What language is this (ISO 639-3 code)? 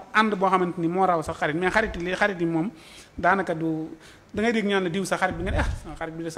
wol